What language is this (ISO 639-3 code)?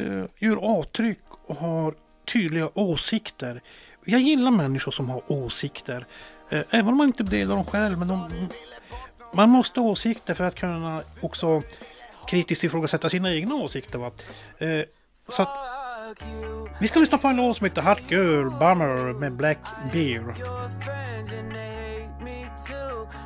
swe